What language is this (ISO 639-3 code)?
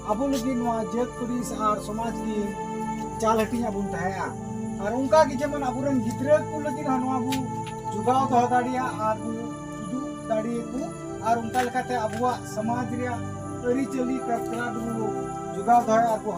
sat